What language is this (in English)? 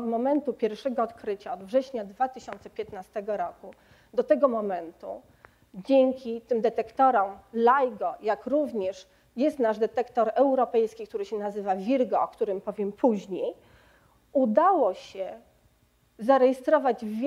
Polish